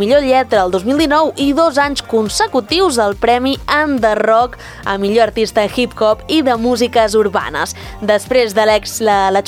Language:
Catalan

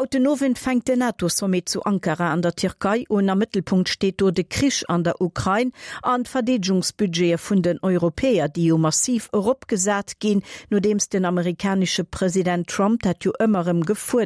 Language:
Luxembourgish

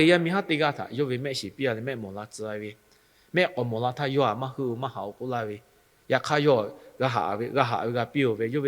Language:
Lahu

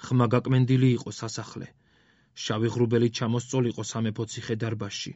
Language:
Georgian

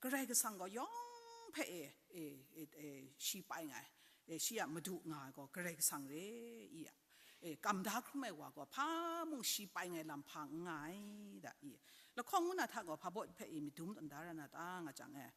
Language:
Kachin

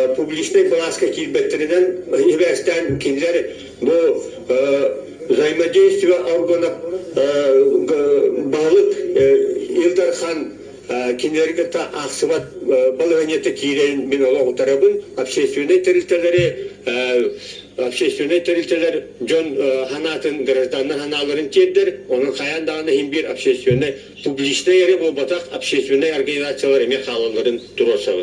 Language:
Yakut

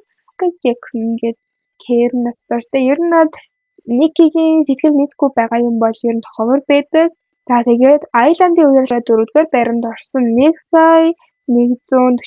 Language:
Mongolian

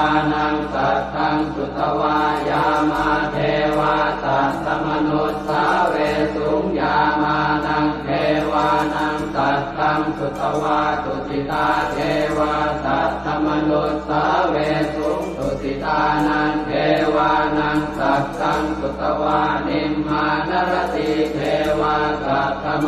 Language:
Pali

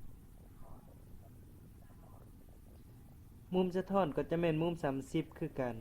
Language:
Lao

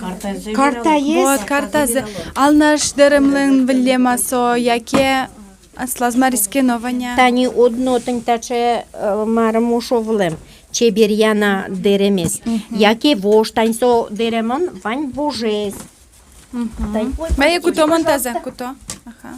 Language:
Udmurt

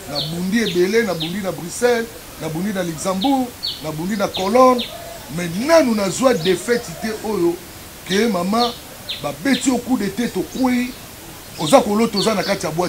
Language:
Lingala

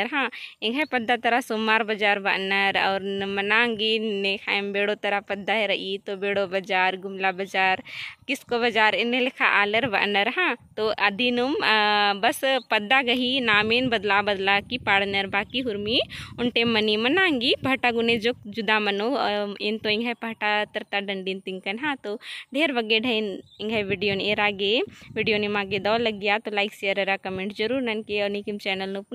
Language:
Kurukh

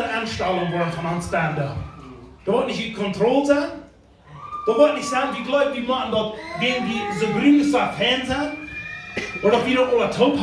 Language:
Plautdietsch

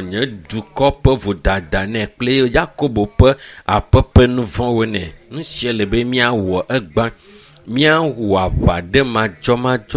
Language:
Ewe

